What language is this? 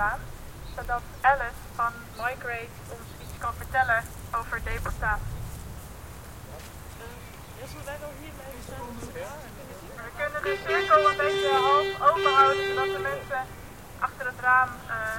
Dutch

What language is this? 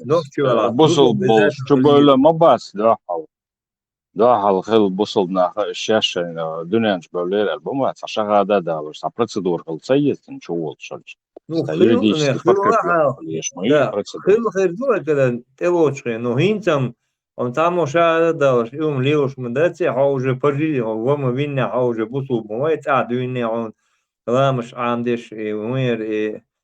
Chechen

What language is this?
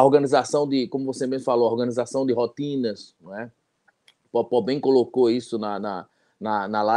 Portuguese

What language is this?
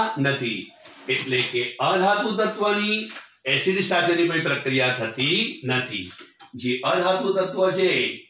Gujarati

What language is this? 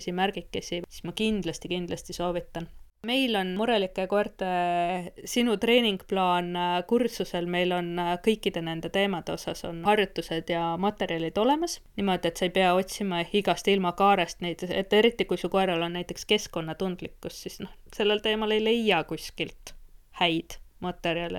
Estonian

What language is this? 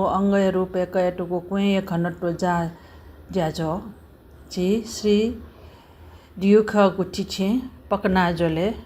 Newari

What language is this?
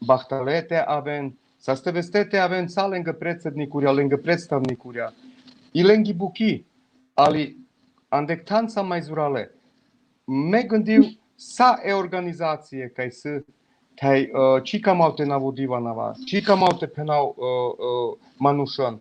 Balkan Romani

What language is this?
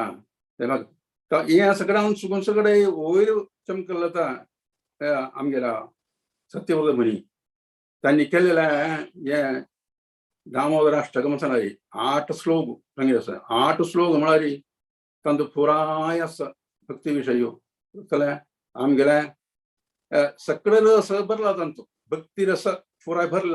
Konkani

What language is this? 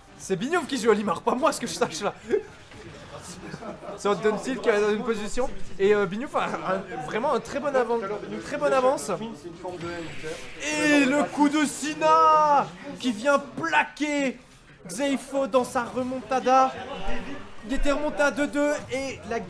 French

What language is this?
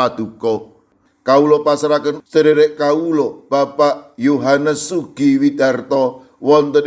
Javanese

